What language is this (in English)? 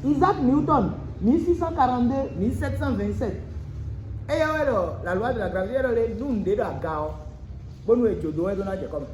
Fon